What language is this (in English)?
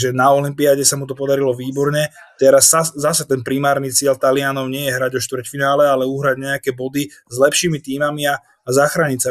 Slovak